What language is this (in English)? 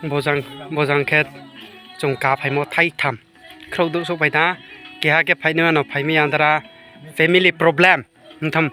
Riang (India)